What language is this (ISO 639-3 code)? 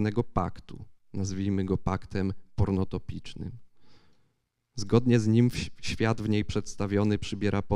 pol